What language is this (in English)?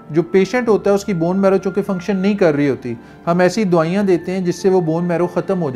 Hindi